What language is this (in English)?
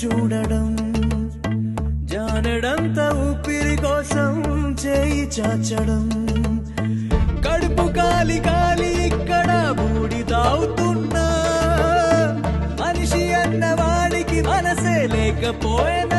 Telugu